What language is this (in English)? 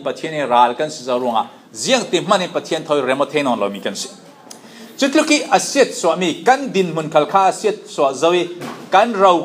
Falam Chin